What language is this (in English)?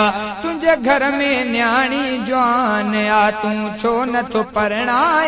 Sindhi